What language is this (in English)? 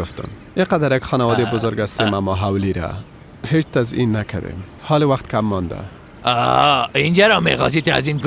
Persian